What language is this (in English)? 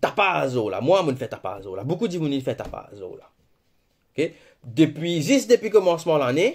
Morisyen